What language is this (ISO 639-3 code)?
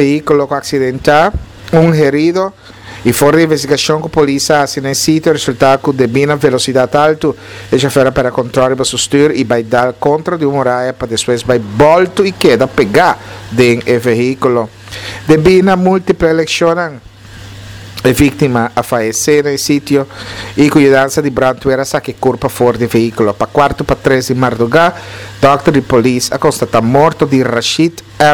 pap